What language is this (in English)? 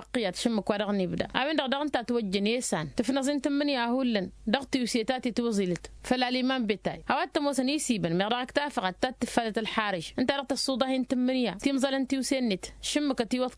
Tamasheq